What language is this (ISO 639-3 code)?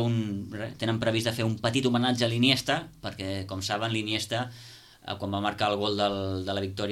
cat